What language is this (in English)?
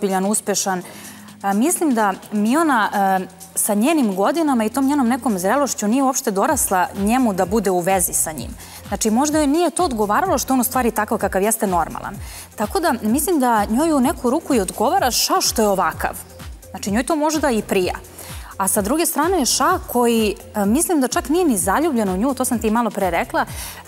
Serbian